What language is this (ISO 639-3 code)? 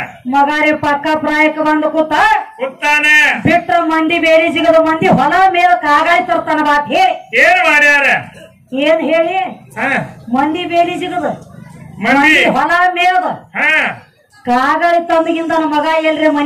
kan